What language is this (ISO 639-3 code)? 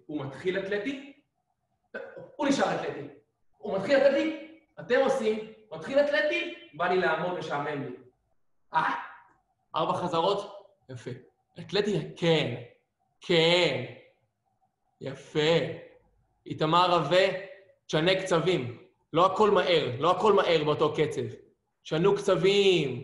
heb